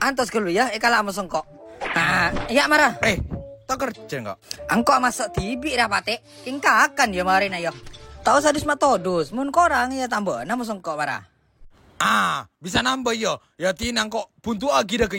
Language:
Madurese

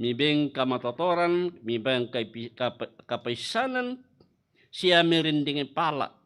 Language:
Toraja-Sa'dan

